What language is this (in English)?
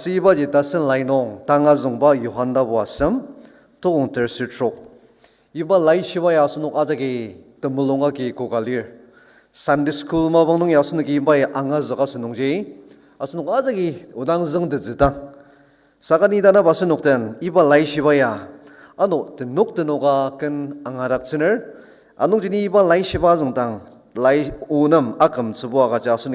Ao Naga